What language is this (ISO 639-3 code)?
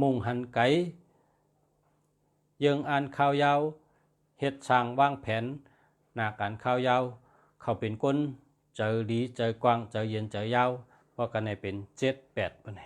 shn